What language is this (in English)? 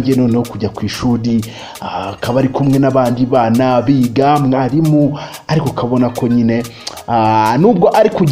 Kinyarwanda